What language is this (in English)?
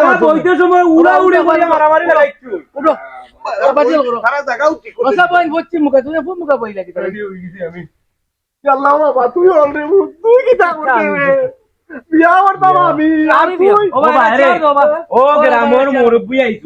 Sylheti